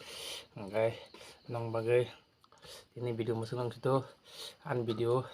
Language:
Kok Borok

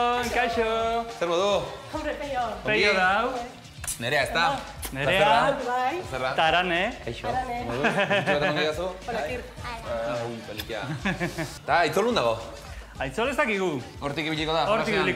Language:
Basque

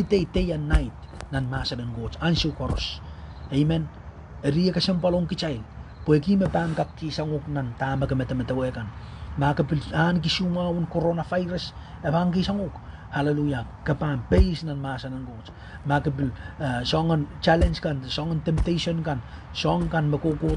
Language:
Pohnpeian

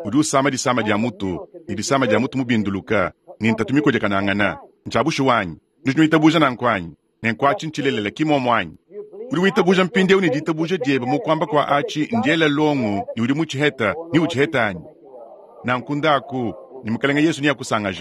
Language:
Luba-Lulua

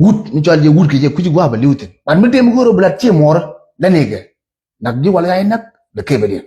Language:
Nuer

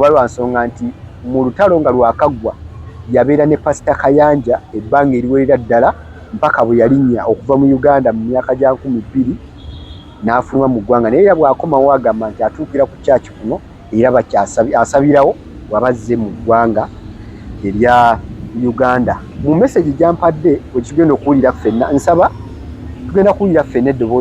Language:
Ganda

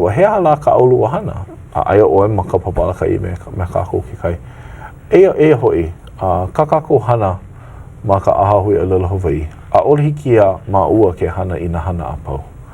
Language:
Hawaiian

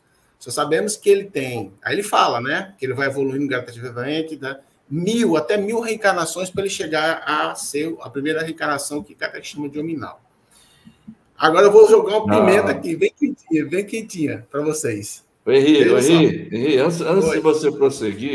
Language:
Portuguese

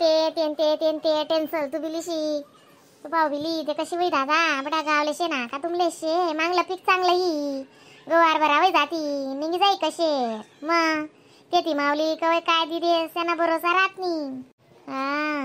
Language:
Khandesi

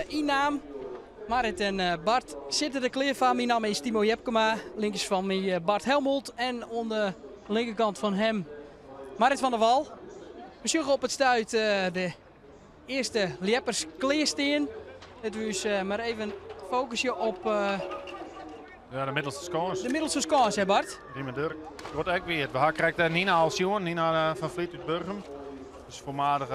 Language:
Western Frisian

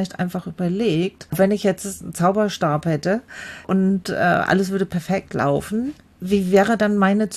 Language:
German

